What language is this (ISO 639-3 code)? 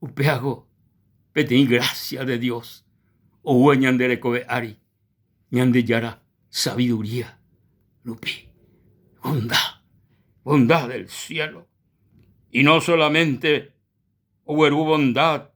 grn